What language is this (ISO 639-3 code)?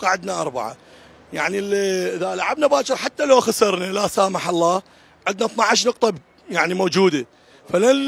acm